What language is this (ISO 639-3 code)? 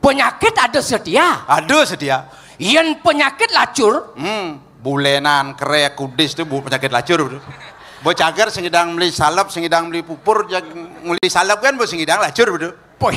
ban